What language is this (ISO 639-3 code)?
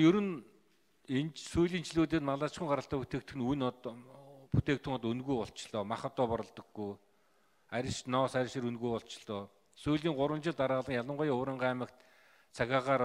mon